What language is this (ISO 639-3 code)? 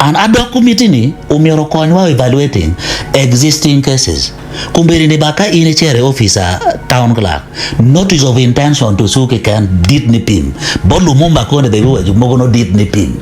ach